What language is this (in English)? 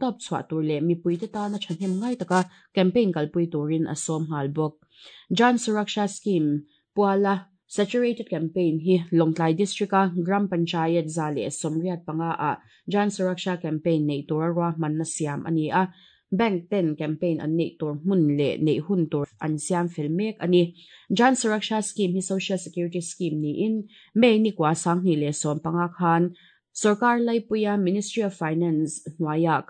Mizo